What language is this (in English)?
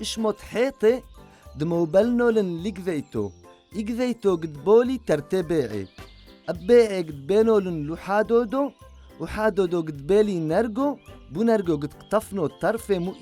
Turoyo